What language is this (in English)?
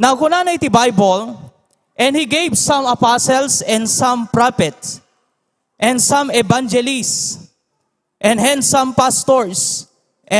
Iloko